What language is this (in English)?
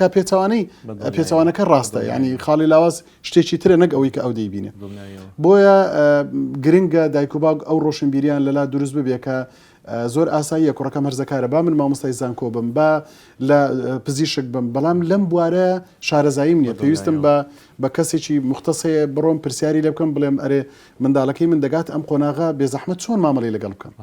Central Kurdish